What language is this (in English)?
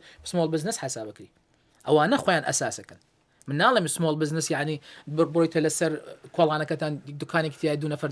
Central Kurdish